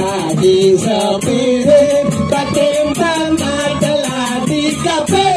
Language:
Balinese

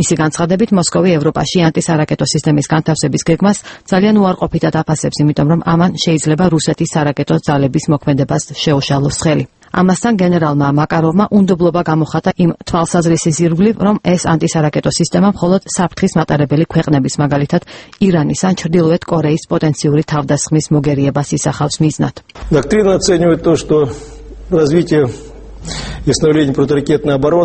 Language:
Georgian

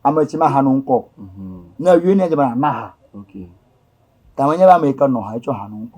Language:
Ewe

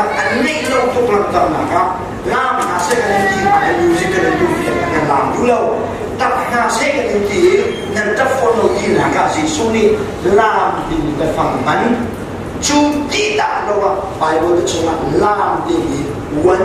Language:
Hakha Chin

